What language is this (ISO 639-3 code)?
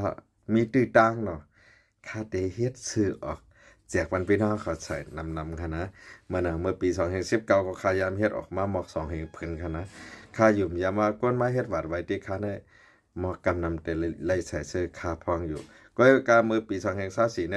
shn